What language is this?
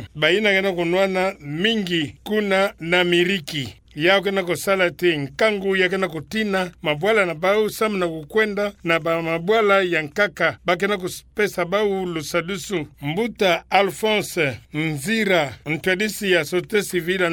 Kituba (Democratic Republic of Congo)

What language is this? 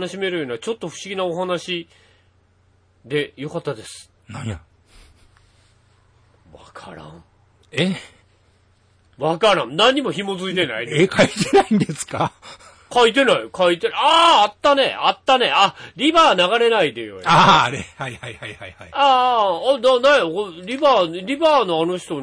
Japanese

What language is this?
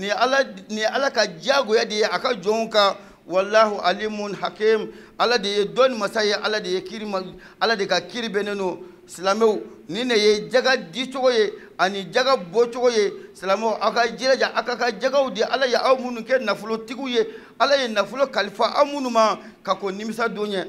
Bambara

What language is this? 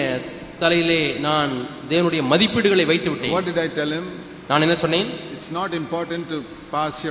Tamil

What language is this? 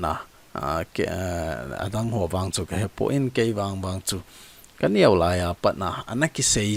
Thado Chin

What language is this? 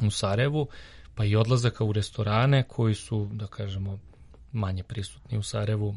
Serbian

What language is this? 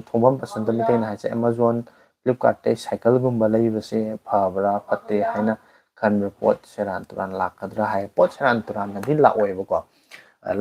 Manipuri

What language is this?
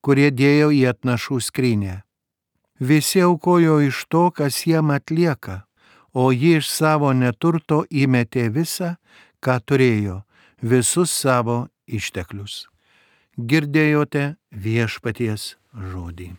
Lithuanian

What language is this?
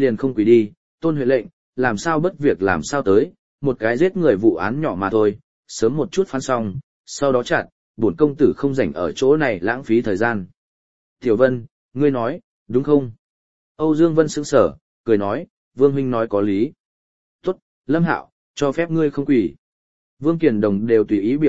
Vietnamese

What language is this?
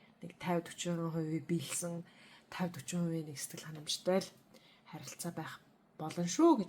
Mongolian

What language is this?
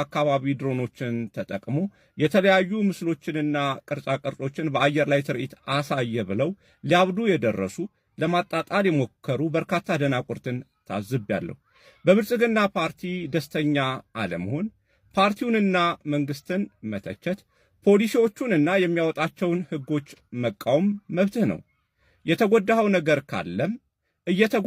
Amharic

